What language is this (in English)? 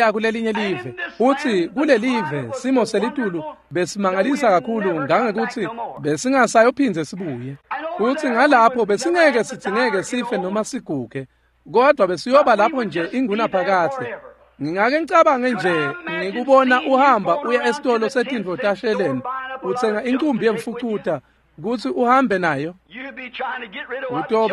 Swati